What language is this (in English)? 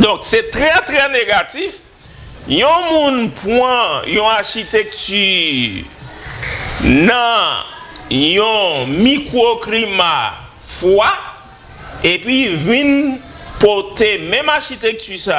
Haitian Creole